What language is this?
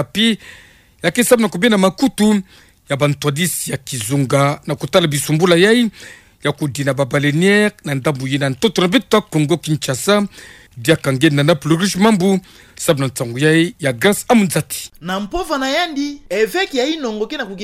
Kituba (Democratic Republic of Congo)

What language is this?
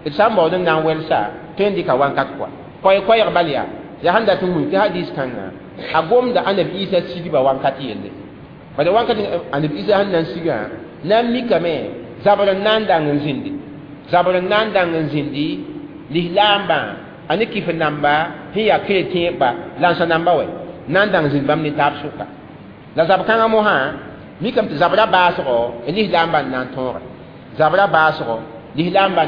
Mossi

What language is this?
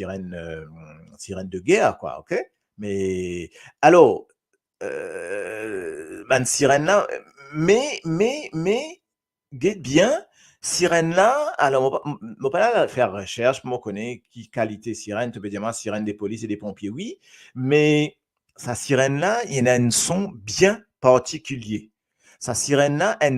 Morisyen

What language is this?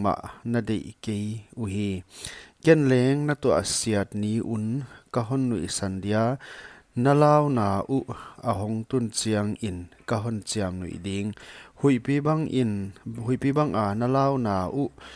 Paite Chin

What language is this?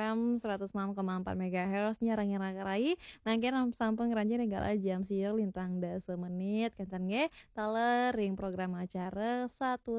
Balinese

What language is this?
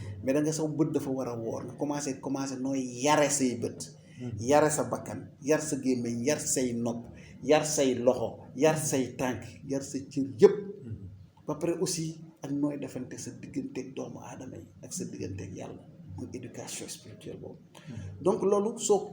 Wolof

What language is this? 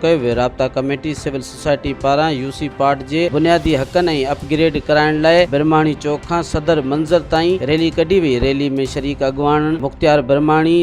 Sindhi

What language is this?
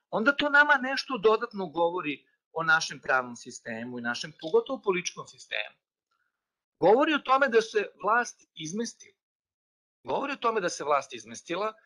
Serbian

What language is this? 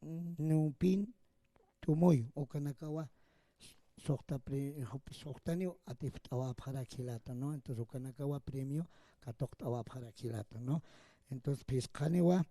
Aymara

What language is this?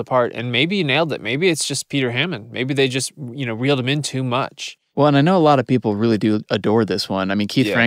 English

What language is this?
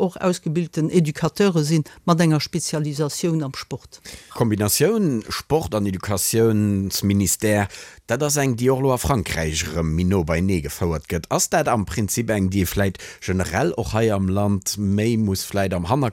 Luxembourgish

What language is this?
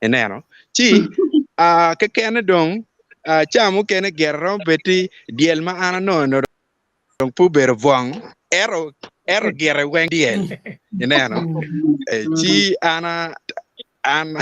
Acoli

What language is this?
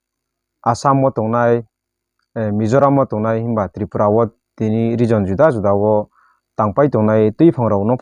Riang (India)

